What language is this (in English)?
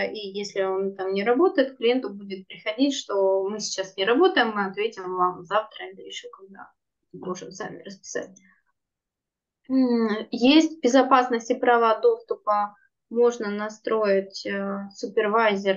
Russian